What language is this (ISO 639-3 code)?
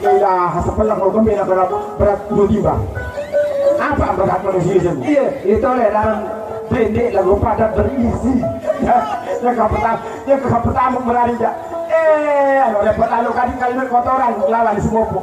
sas